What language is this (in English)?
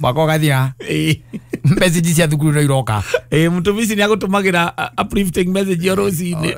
Kikuyu